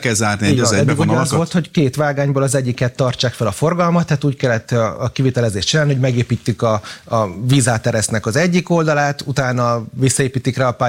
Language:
Hungarian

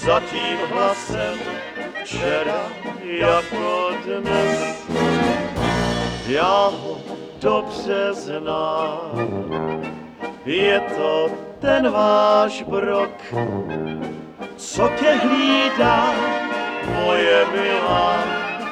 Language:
Czech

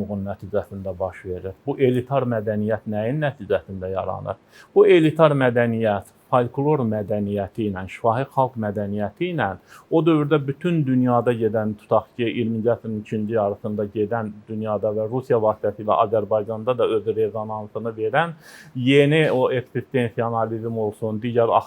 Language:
Azerbaijani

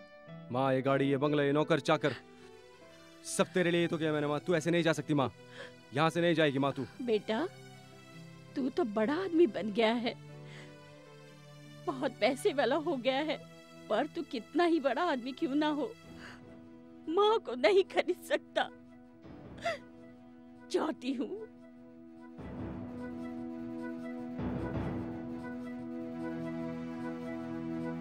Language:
Hindi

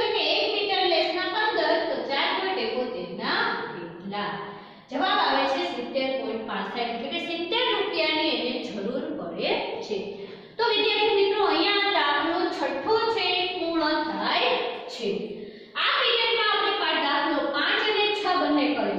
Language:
Gujarati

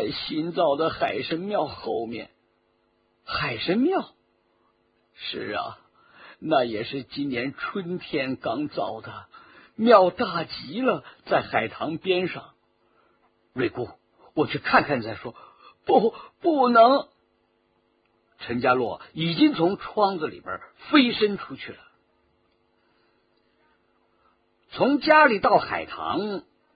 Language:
Chinese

